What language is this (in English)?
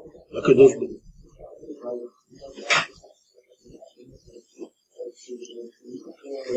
Hebrew